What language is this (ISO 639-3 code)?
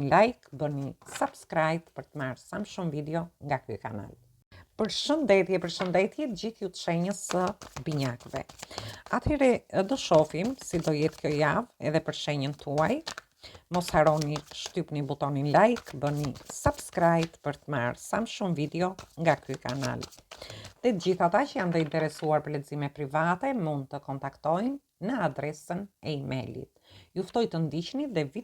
sqi